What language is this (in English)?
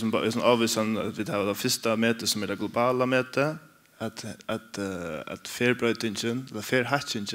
Faroese